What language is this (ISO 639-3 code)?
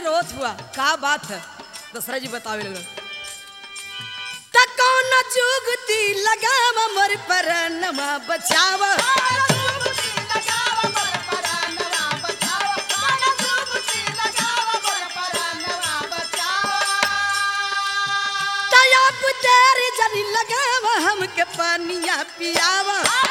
bho